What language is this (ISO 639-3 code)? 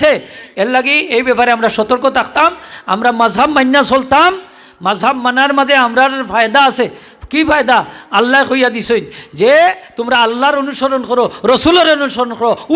syl